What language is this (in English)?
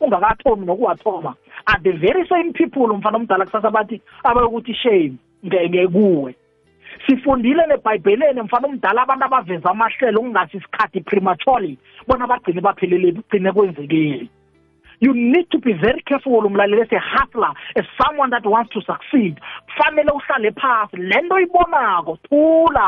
South Ndebele